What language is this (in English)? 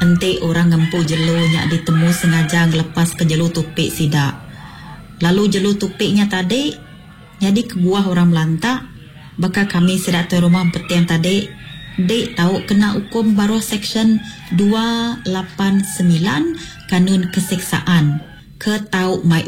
Iban